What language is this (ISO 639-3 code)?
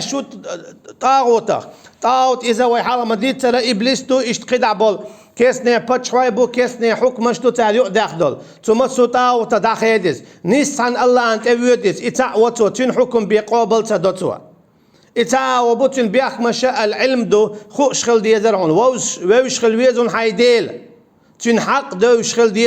che